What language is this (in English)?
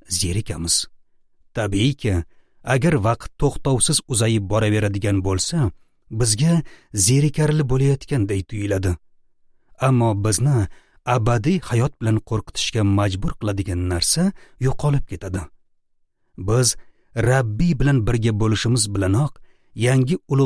Uzbek